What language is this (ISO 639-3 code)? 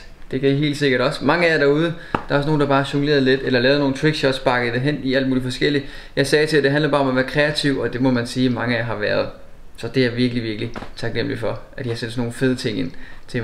dan